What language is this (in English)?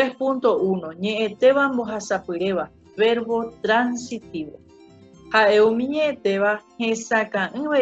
Guarani